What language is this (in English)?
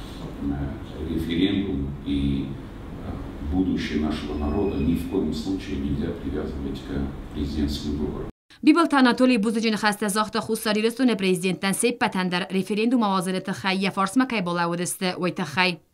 Ossetic